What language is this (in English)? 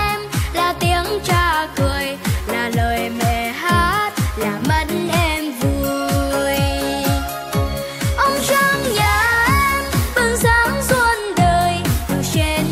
Vietnamese